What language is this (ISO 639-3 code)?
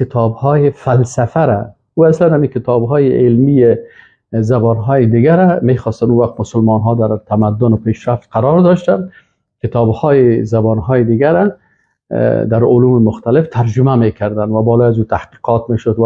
fas